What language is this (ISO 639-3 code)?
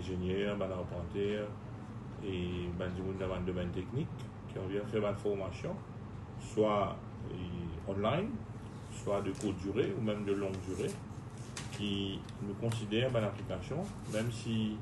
mfe